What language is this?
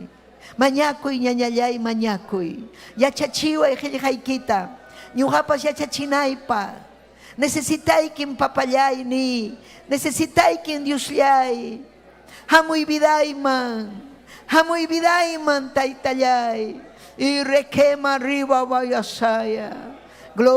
Ayacucho Quechua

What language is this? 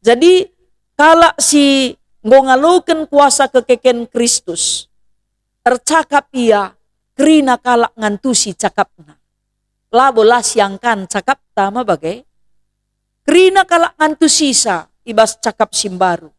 Batak Karo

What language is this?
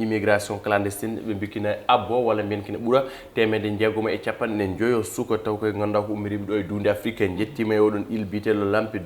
Fula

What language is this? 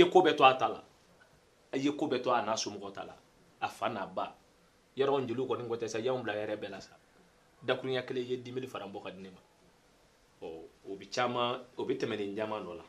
Bambara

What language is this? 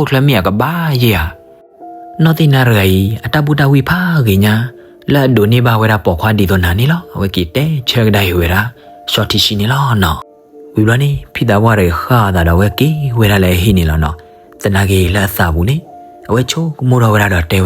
S'gaw Karen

